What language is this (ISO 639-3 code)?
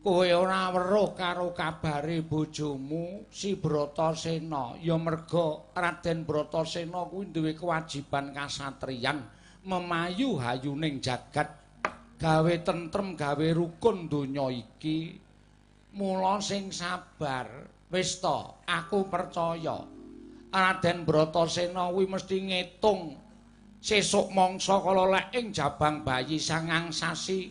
jav